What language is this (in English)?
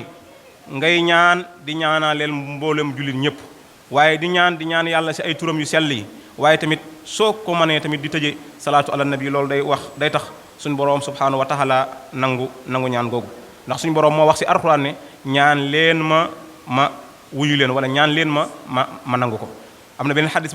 Wolof